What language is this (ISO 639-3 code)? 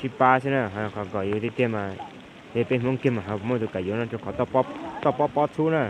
hmn